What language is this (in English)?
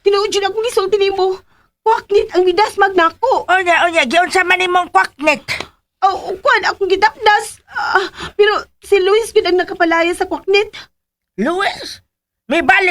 Cebuano